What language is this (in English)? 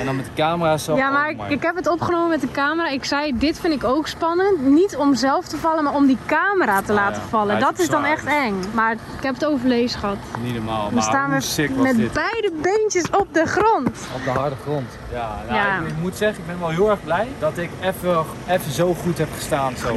Dutch